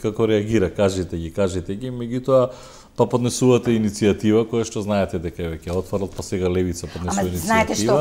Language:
Macedonian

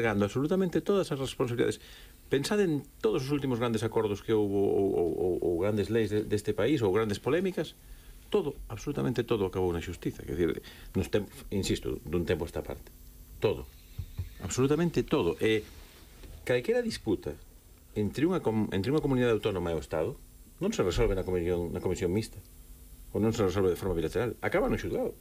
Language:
Galician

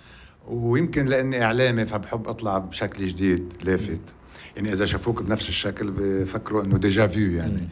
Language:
North Levantine Arabic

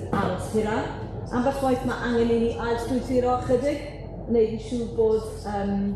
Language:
Welsh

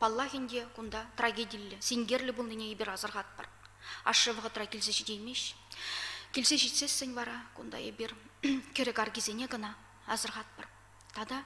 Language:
Chuvash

